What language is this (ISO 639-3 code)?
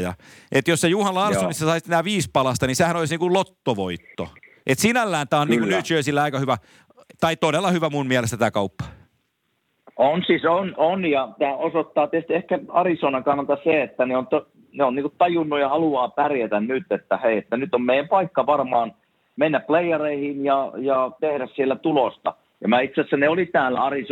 fin